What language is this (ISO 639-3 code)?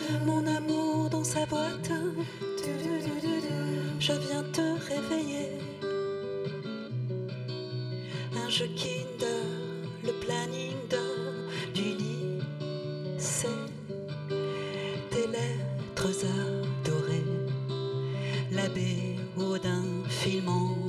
fra